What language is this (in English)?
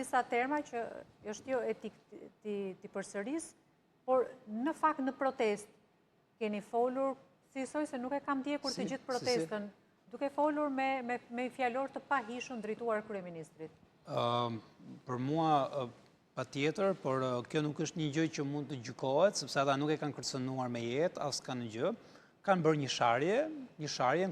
Albanian